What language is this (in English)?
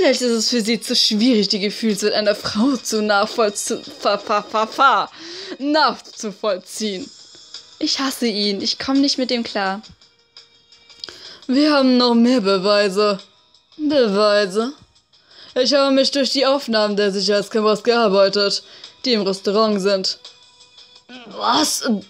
German